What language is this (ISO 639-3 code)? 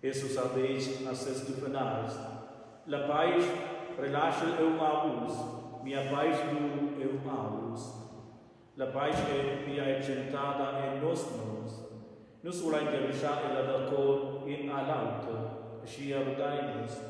roh